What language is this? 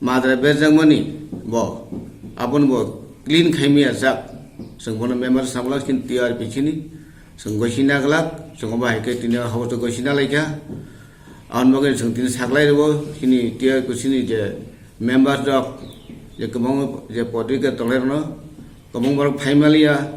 Kok Borok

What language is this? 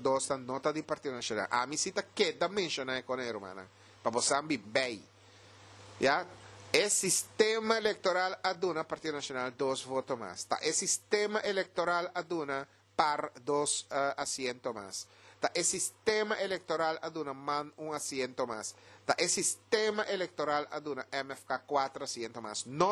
Papiamento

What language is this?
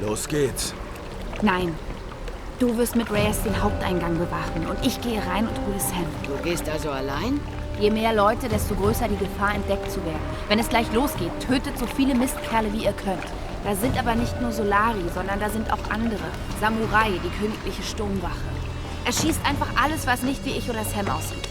Bavarian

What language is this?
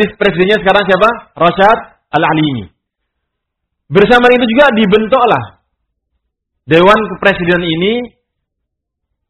Indonesian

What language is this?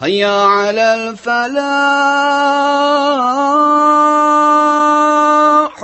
Tatar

